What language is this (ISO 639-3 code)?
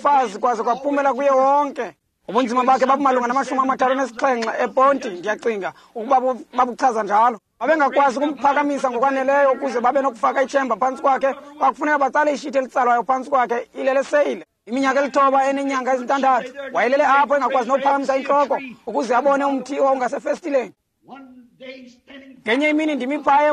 xho